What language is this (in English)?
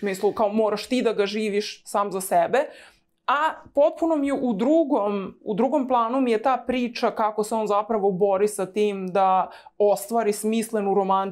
Serbian